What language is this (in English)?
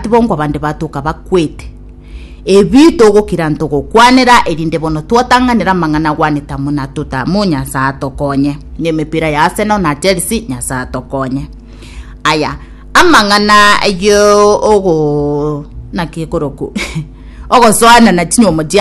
Gusii